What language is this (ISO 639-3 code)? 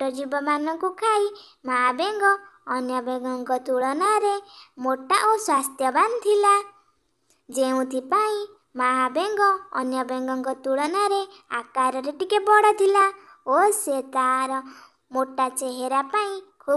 ori